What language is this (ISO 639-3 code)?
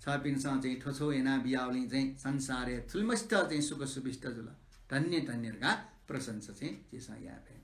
new